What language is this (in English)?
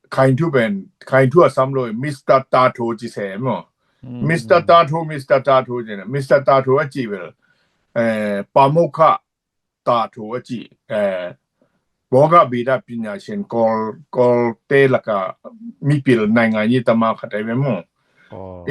Tedim Chin